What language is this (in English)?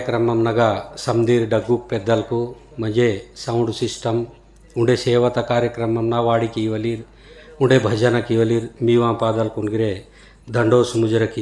Gondi